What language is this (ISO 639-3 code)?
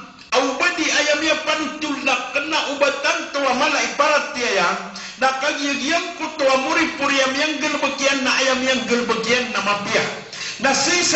mrw